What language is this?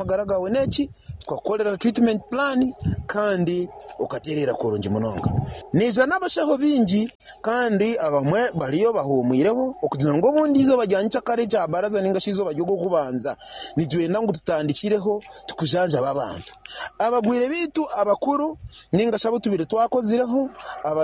Nyankole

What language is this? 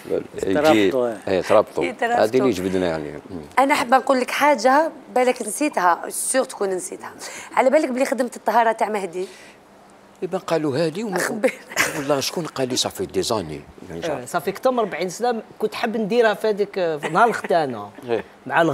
Algerian Arabic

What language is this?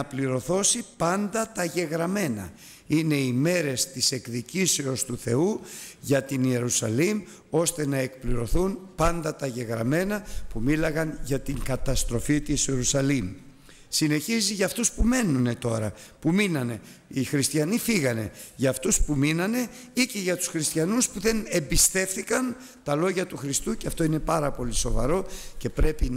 Greek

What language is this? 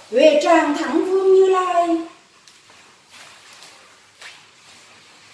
Vietnamese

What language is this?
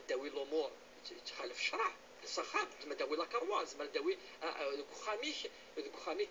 Kabyle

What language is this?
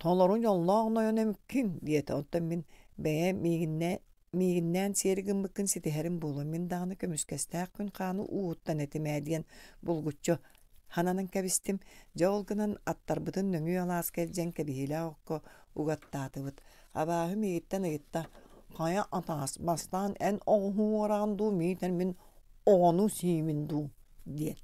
Yakut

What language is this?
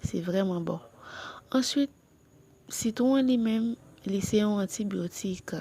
Haitian Creole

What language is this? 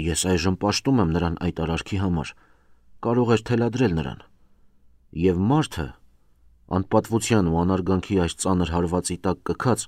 Armenian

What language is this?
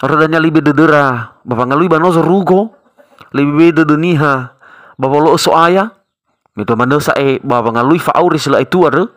Nias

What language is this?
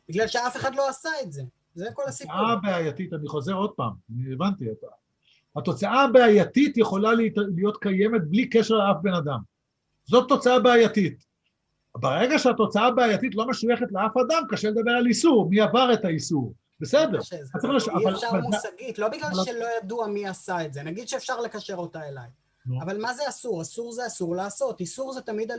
Hebrew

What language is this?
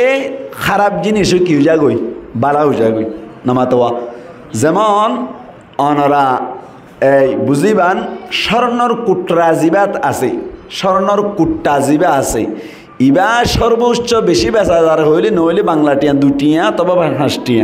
Rohingya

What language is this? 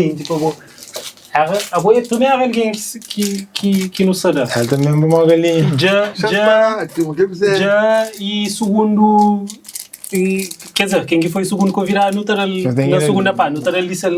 Kabuverdianu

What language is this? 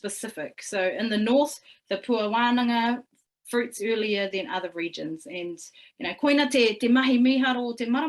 Māori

